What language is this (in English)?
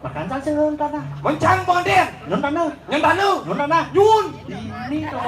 Balinese